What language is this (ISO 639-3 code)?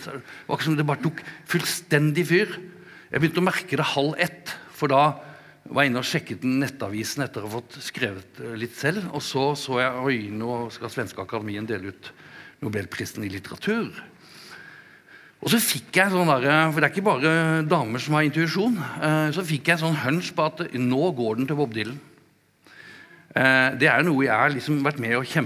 nor